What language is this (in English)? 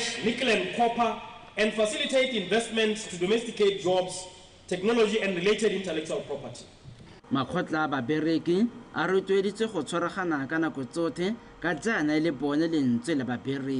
Tswana